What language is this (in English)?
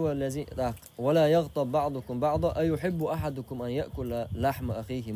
Chechen